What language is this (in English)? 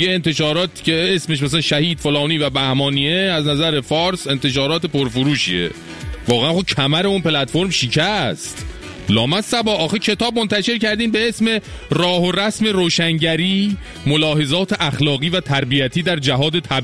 Persian